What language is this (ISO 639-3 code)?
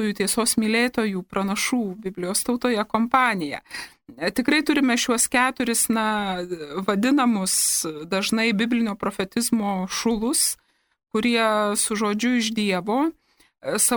lit